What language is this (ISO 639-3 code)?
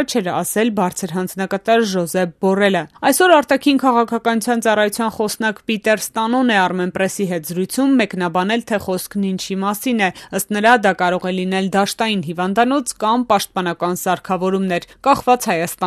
hye